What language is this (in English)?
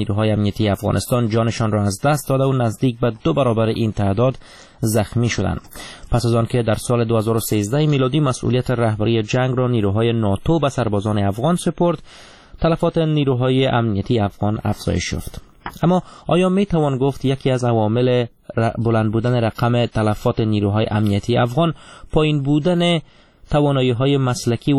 Persian